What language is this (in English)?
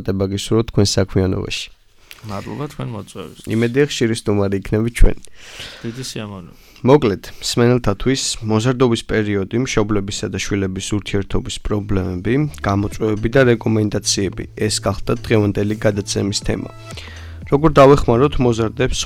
Georgian